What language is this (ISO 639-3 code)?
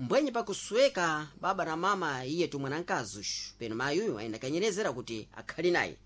seh